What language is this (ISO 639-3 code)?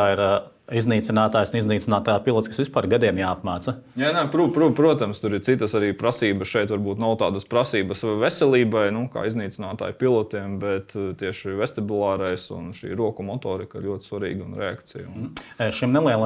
lav